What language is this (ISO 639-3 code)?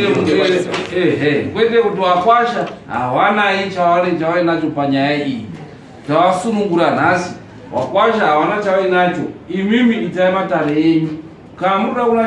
sna